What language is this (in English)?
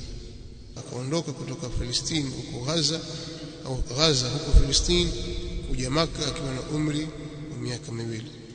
Swahili